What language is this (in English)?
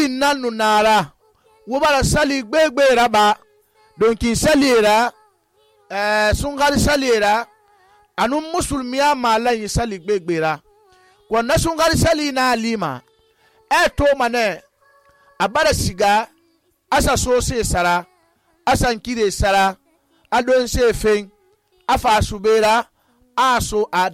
Susu